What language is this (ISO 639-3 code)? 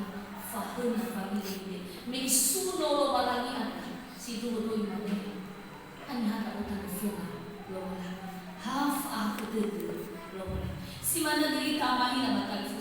nia